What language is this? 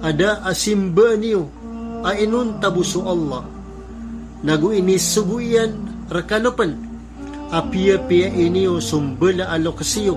Maranao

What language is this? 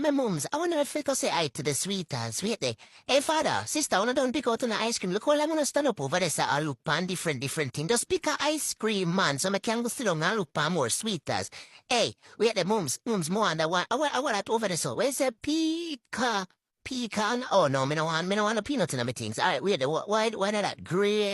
Jamaican Creole English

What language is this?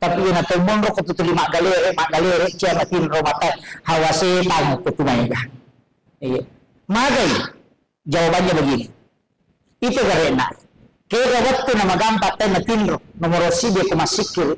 Buginese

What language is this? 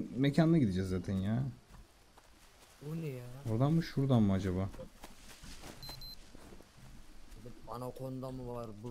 Turkish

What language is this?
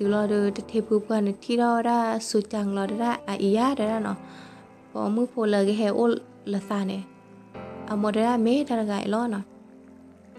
S'gaw Karen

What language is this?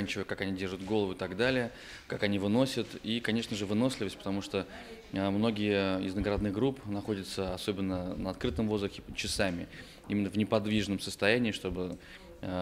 Russian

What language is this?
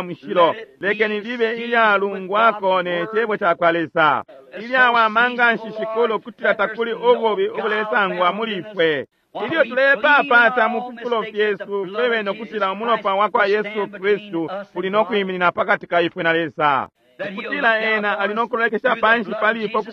Bemba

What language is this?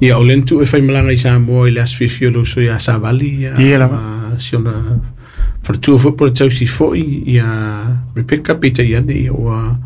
Samoan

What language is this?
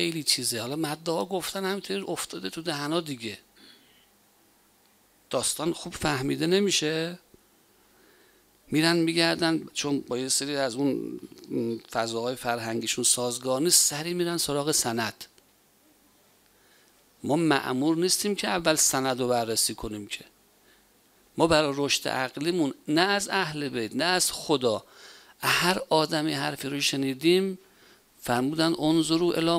Persian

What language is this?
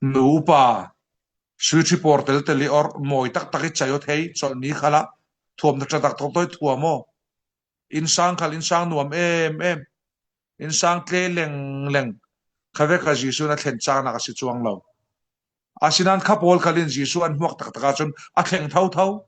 Falam Chin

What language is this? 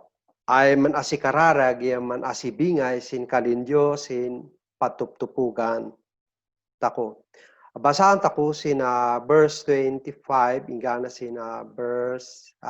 Kankanaey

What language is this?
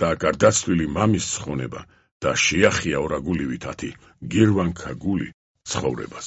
Georgian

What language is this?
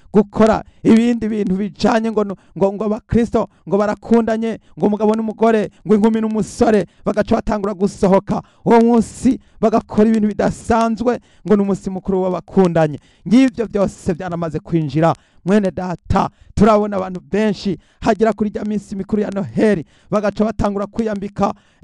Rundi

